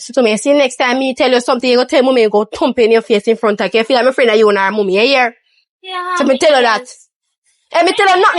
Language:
Jamaican Creole English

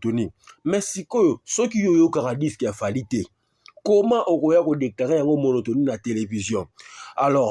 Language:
Lingala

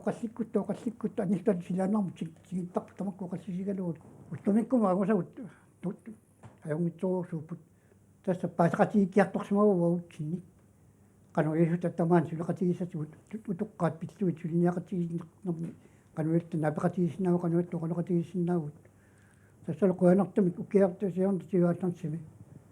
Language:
Kalaallisut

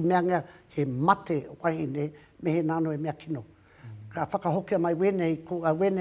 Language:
Māori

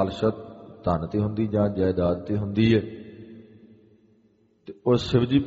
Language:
Punjabi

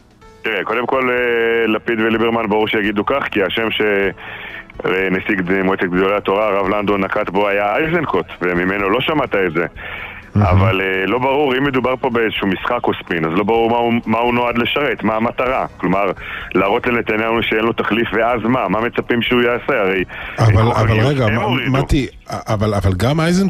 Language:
Hebrew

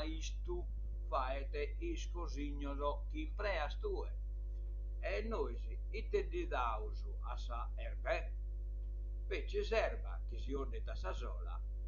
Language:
Sardinian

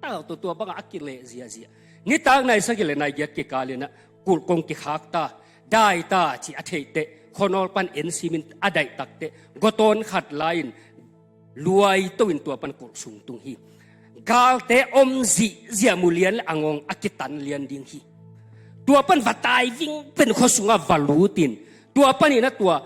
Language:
Tedim Chin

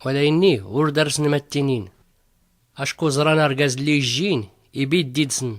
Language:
Tachelhit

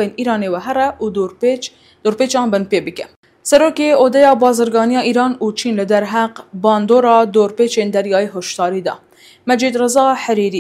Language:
Kurdish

